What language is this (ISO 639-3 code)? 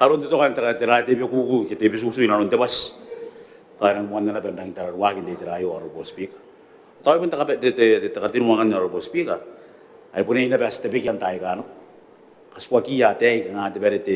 gil